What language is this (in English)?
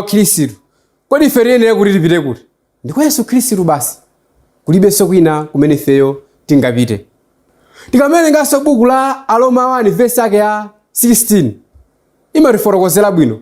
Nyanja